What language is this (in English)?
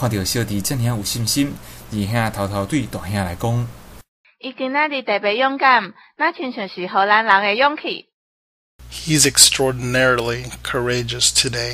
Min Nan Chinese